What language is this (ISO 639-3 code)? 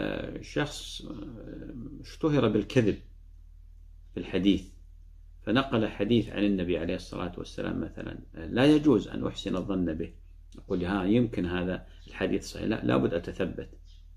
ara